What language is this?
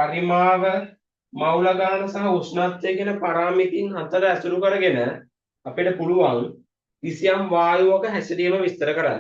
Sinhala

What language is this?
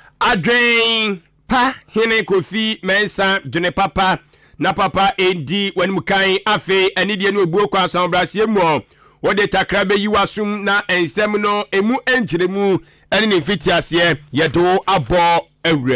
Akan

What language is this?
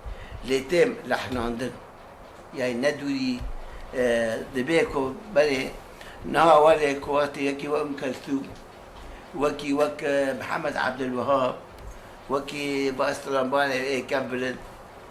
Kurdish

